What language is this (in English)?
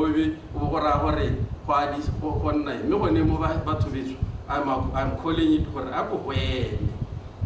Tswana